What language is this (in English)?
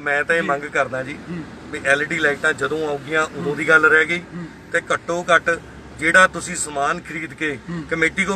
Punjabi